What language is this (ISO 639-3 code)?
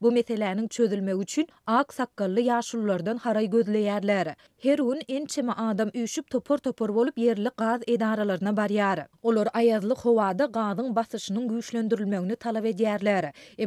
tuk